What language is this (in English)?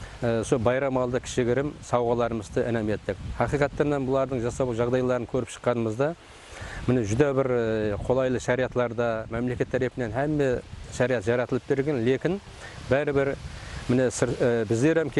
Kara-Kalpak